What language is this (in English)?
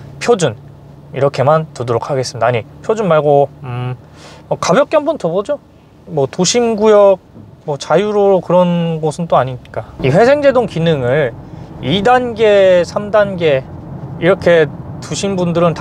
Korean